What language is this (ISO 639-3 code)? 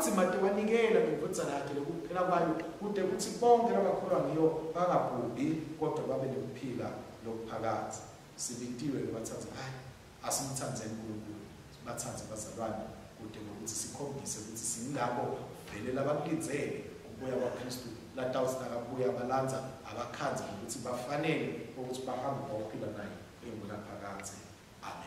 ssw